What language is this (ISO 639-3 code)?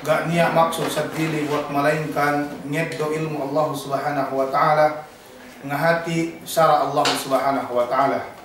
yka